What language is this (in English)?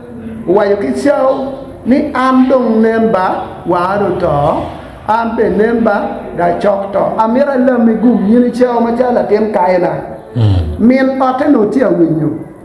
Acoli